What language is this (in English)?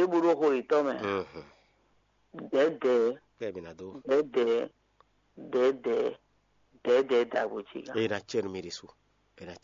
Fon